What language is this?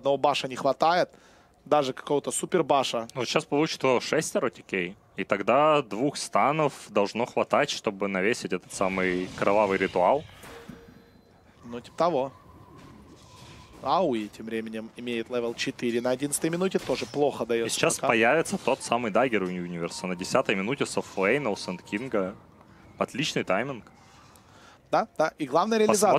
Russian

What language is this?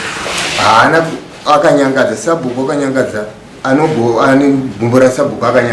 Shona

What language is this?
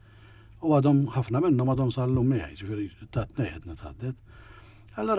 Maltese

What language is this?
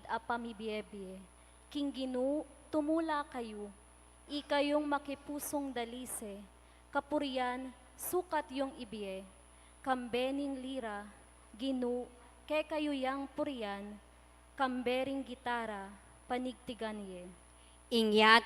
Pampanga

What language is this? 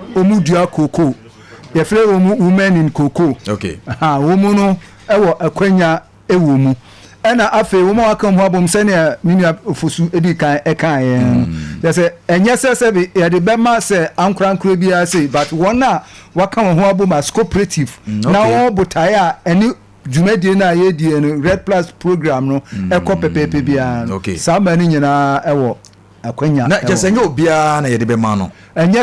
Akan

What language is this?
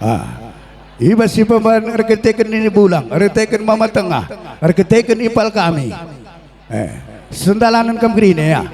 Batak Karo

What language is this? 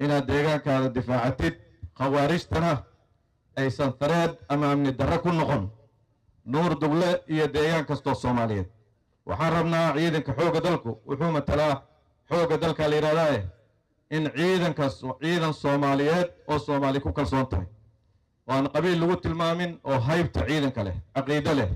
Somali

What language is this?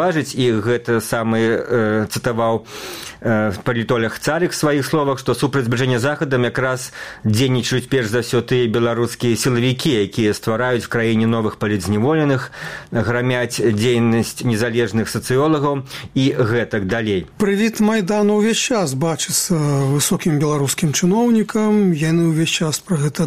Belarusian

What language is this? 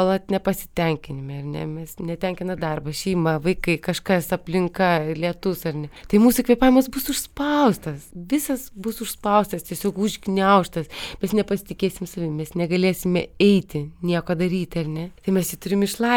Lithuanian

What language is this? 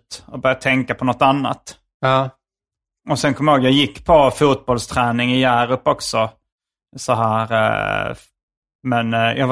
Swedish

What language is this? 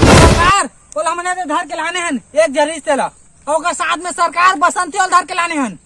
Chhattisgarhi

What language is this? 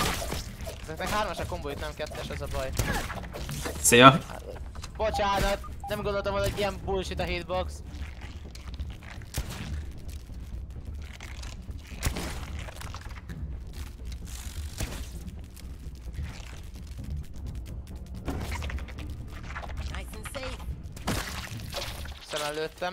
Hungarian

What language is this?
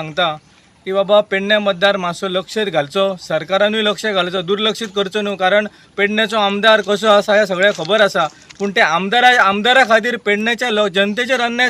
Konkani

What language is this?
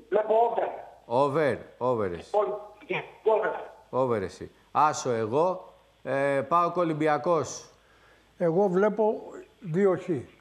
Greek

